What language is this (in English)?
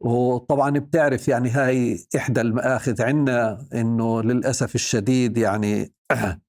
North Levantine Arabic